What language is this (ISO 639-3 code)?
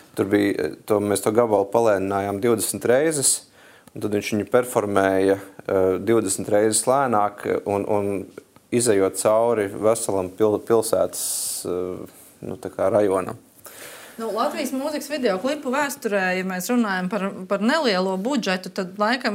lav